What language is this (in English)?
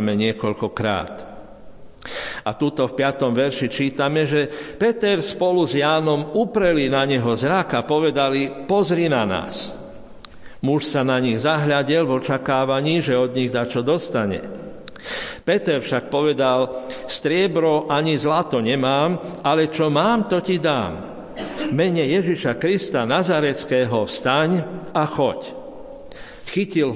Slovak